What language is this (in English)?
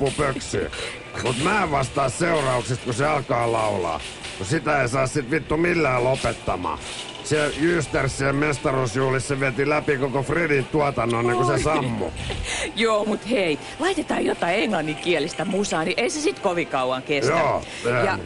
Finnish